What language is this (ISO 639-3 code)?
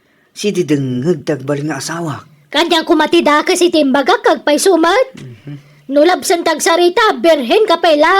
ilo